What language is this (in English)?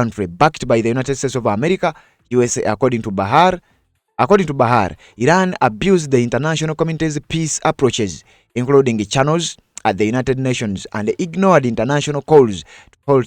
Ganda